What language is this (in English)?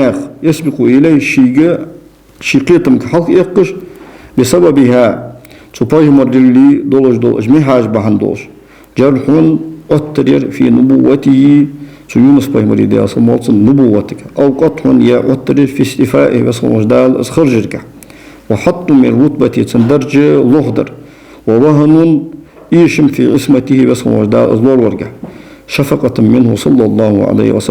Ingush